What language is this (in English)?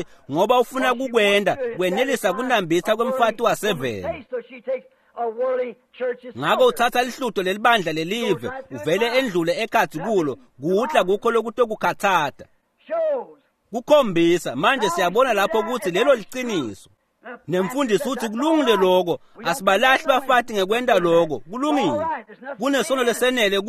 Swati